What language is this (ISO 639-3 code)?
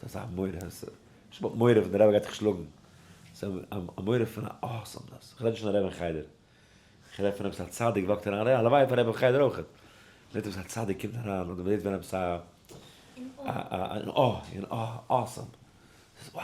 yid